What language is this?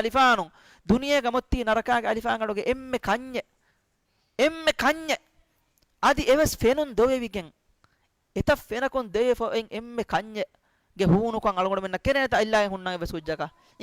Divehi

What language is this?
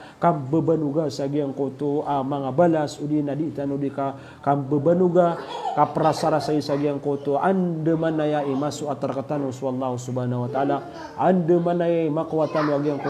Maranao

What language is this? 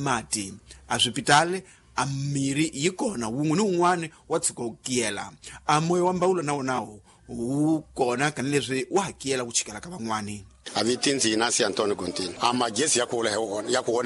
Tsonga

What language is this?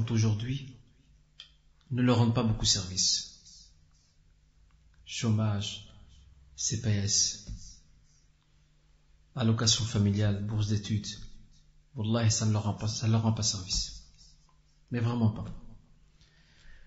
French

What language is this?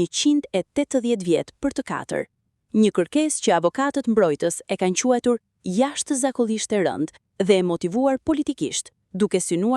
Albanian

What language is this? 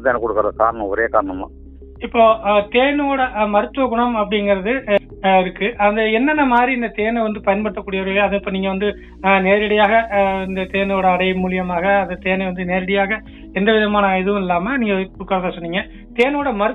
Tamil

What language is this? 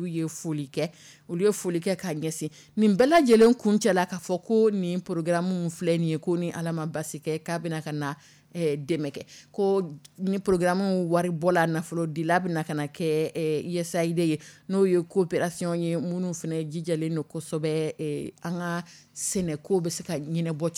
Dyula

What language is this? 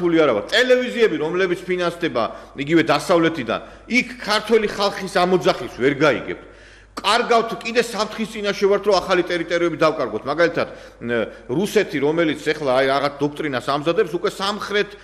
Georgian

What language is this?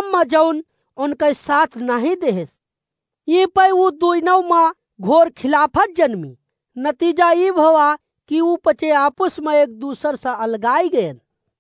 Awadhi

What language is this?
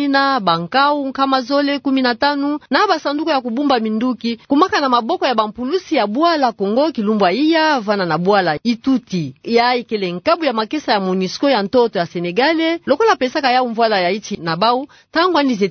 Kituba (Democratic Republic of Congo)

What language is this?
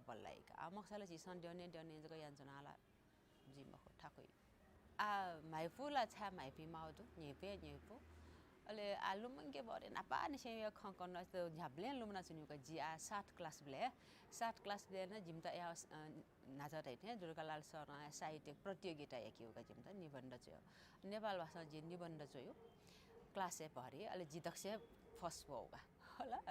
Newari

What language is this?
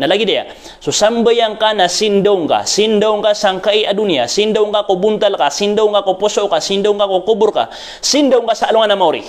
Maranao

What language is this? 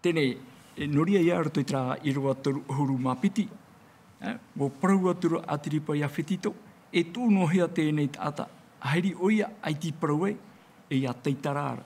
Tahitian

